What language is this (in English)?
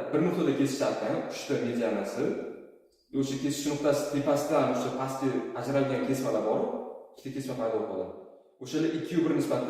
Uzbek